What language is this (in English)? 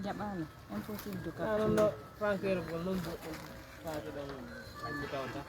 Pular